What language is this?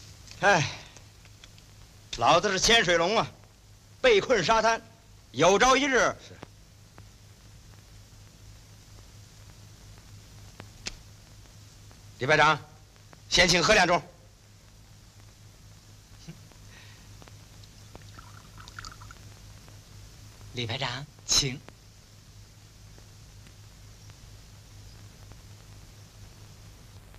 Chinese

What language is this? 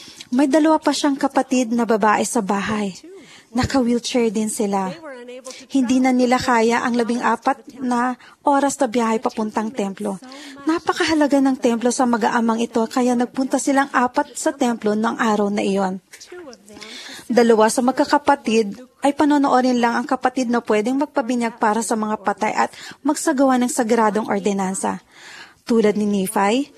Filipino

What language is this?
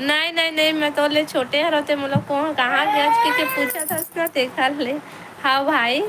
Chhattisgarhi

